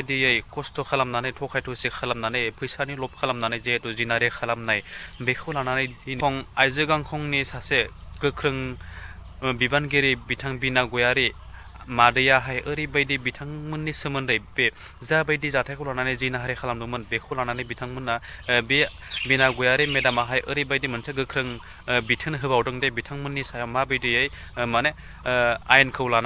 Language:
Bodo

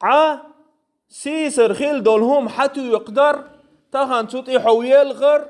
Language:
Chechen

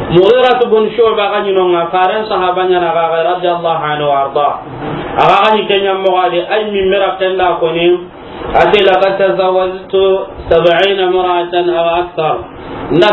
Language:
Soninke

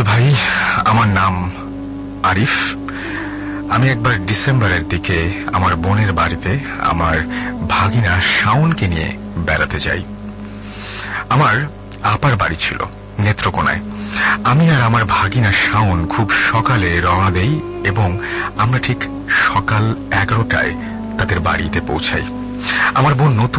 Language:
Bangla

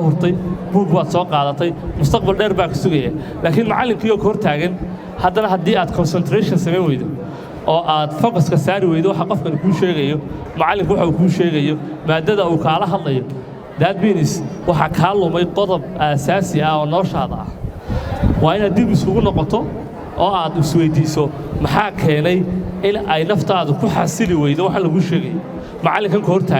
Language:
Somali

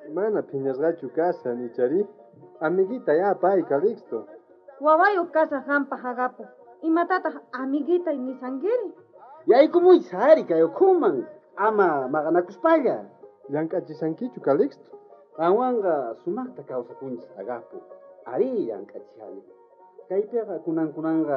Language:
South Bolivian Quechua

